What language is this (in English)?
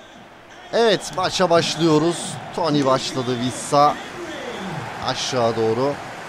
Turkish